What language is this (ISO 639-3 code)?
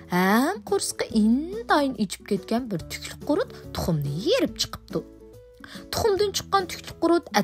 uig